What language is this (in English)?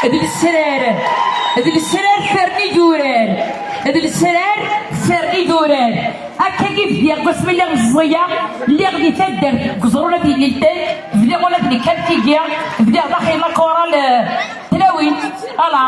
Kabyle